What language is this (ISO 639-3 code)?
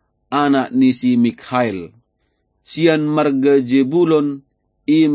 bbc